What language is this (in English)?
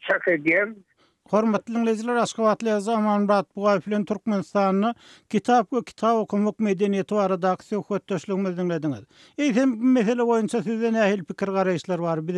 Turkmen